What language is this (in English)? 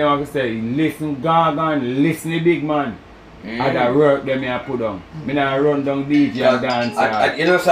Jamaican Creole English